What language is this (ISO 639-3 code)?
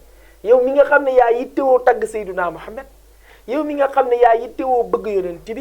wol